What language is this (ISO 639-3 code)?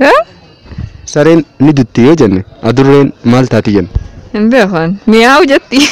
orm